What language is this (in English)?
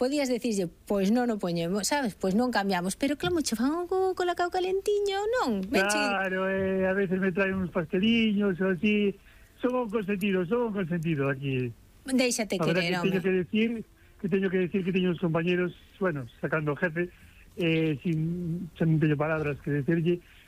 Galician